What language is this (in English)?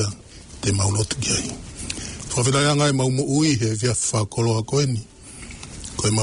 Tongan